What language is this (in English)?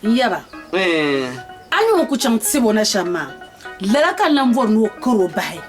Dagbani